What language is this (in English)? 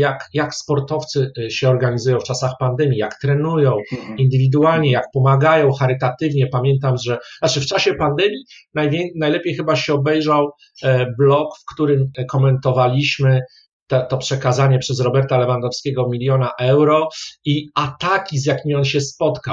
Polish